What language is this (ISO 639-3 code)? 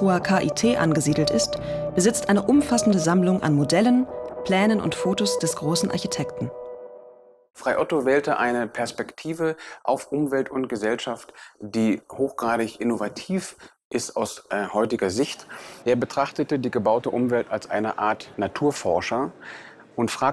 deu